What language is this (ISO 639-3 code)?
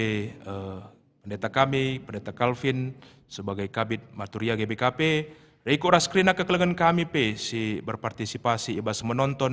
btx